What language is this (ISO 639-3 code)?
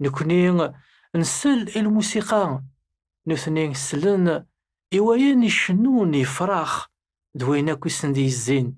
kab